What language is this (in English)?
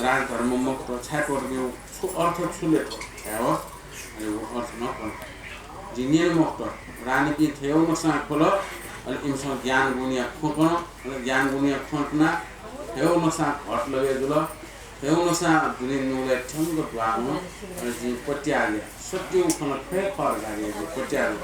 Newari